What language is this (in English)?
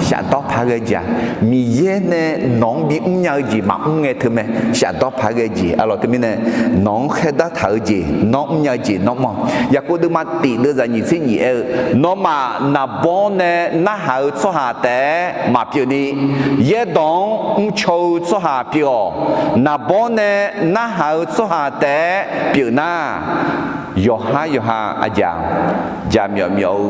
Akha